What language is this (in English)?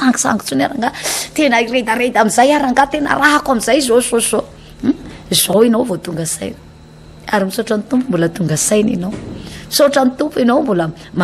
Malagasy